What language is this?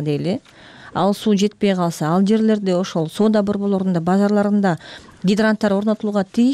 Kyrgyz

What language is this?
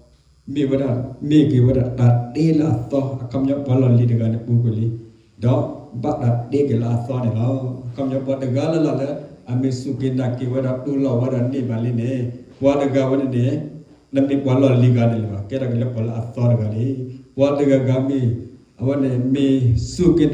S'gaw Karen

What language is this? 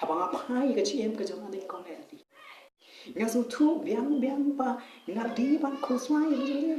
Khasi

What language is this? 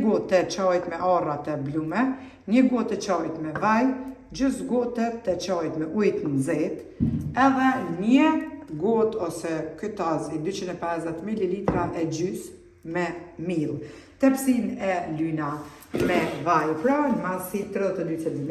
Albanian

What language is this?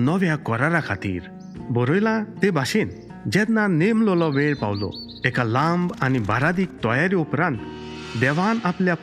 Konkani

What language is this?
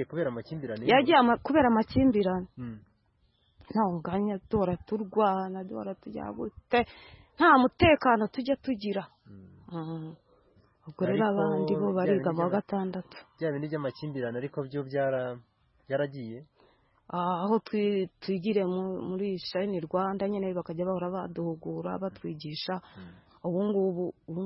Kinyarwanda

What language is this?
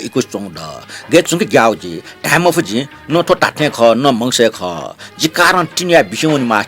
Newari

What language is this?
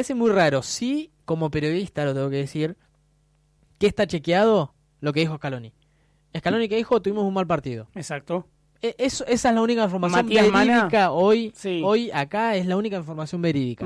Spanish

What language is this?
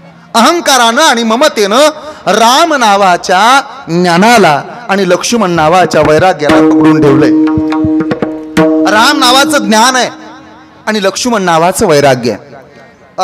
Marathi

